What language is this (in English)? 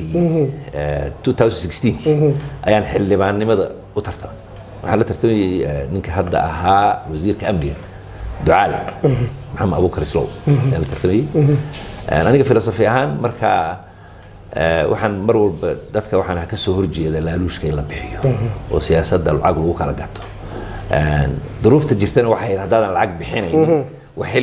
Somali